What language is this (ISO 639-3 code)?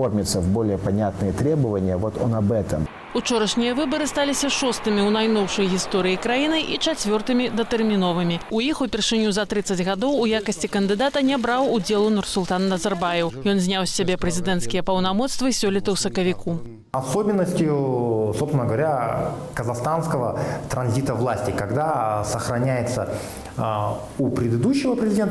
bel